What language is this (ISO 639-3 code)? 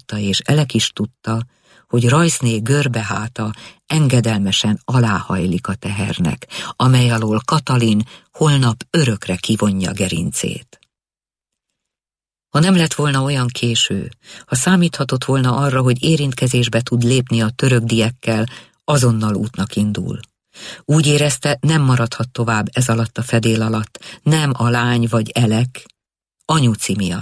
hun